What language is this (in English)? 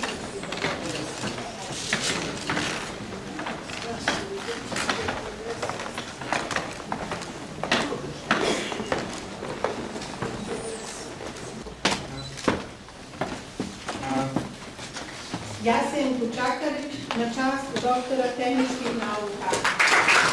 Bosnian